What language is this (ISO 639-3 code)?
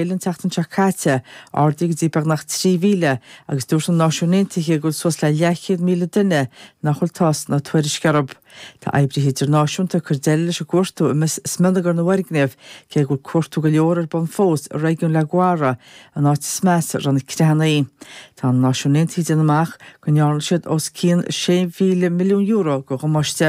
gle